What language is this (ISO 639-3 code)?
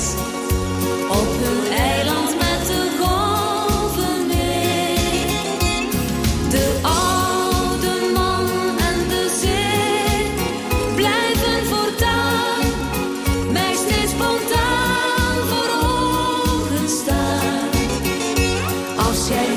nld